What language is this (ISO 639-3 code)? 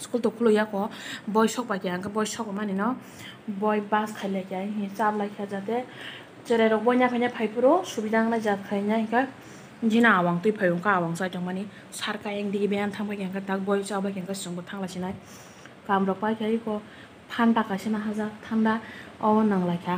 trp